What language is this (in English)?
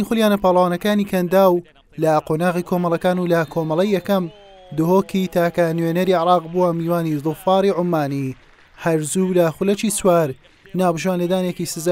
Central Kurdish